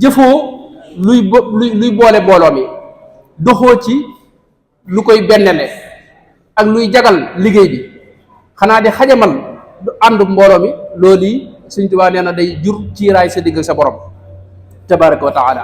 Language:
Wolof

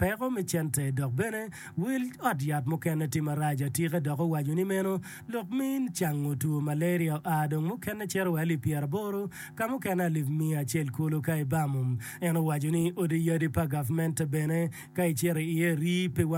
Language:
Acoli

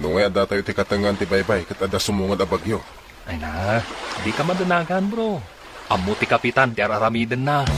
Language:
Iloko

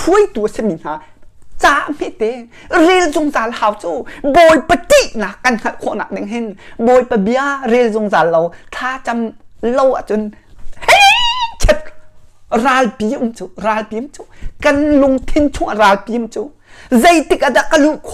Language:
Hakha Chin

